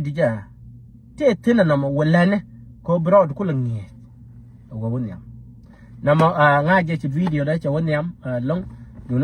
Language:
Nuer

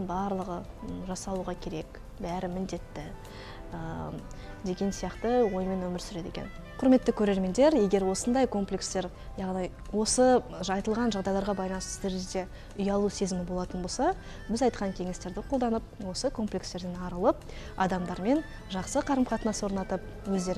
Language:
Kazakh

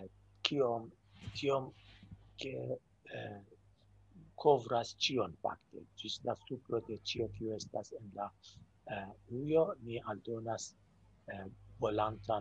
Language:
Esperanto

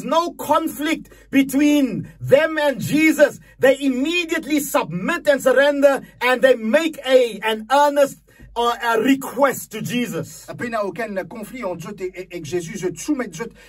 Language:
Morisyen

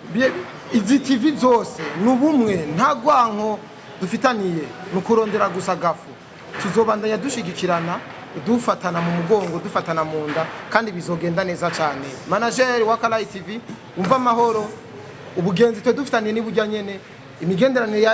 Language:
Rundi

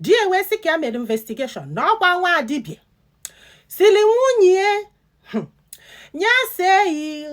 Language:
Igbo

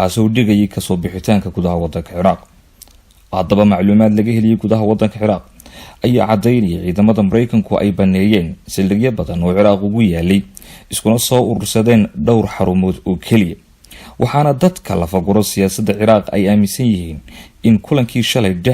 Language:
Somali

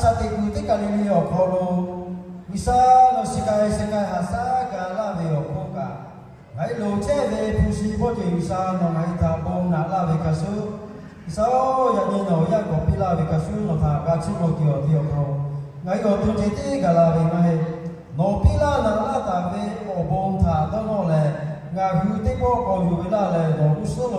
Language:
Lahu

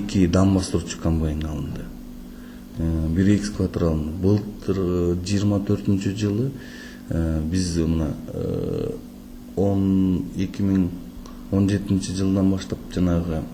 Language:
Kyrgyz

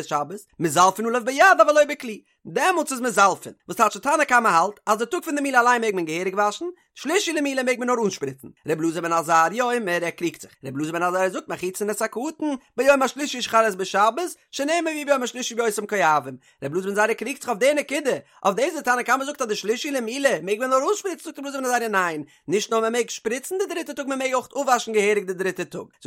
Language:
Yiddish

